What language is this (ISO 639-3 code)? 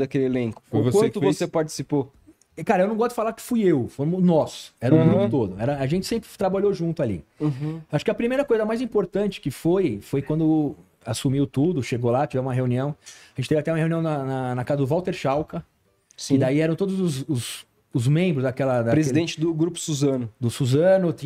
por